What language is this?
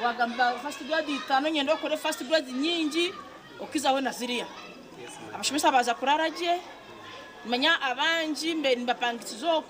Nyankole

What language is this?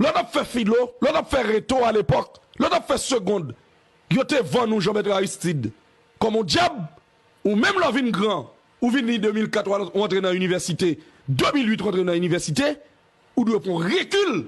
Haitian Creole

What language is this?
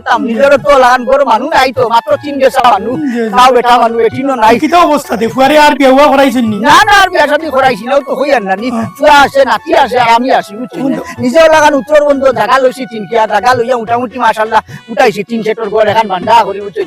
Sylheti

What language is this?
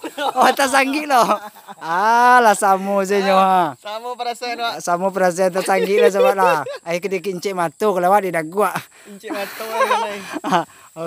Minangkabau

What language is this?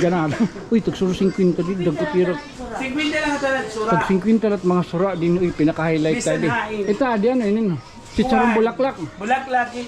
Waray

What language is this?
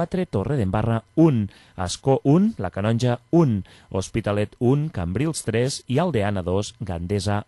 Catalan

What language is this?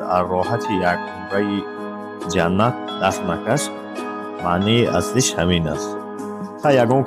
Tajik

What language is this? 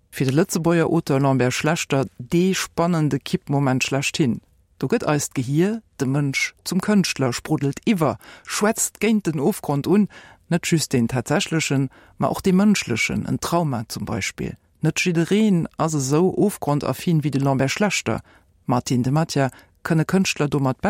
Luxembourgish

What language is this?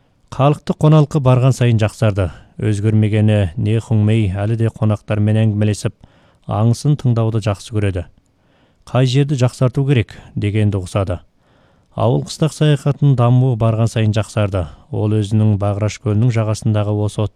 Kazakh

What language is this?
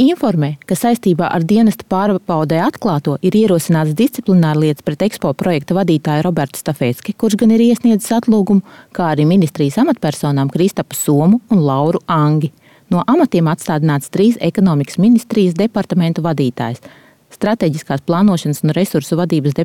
Latvian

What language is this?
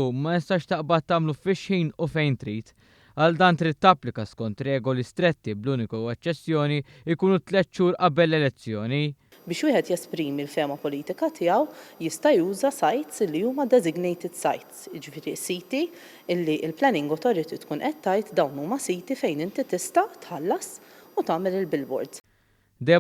Maltese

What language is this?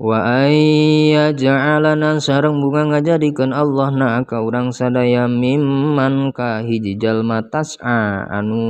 Sundanese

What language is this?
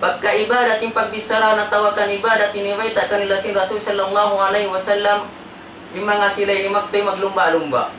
Tausug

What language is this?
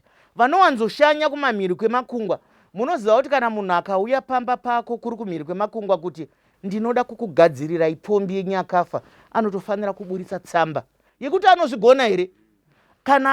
Shona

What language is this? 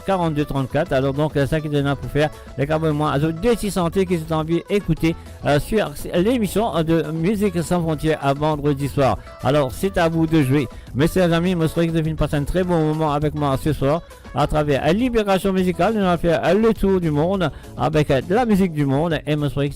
Morisyen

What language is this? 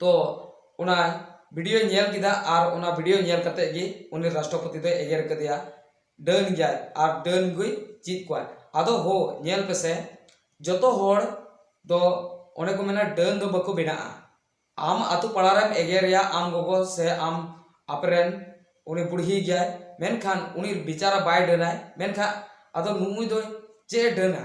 Santali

